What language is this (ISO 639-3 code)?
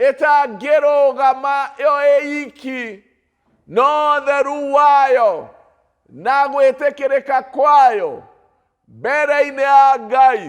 kik